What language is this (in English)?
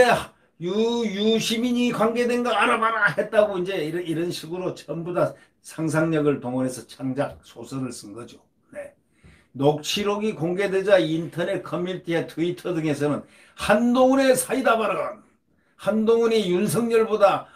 Korean